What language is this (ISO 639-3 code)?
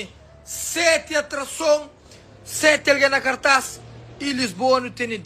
kea